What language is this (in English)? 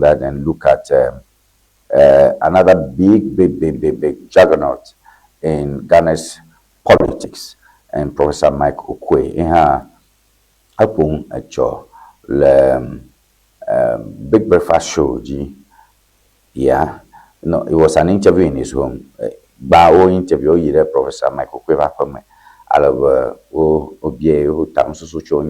Ewe